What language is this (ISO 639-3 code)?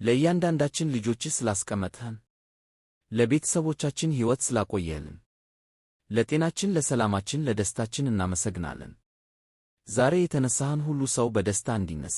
amh